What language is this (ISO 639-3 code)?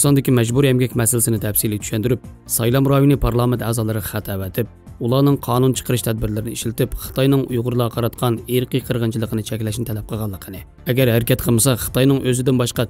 uig